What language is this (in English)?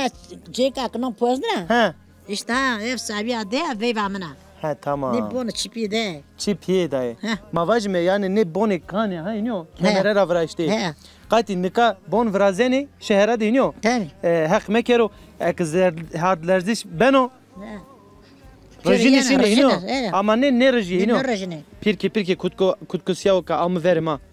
Zaza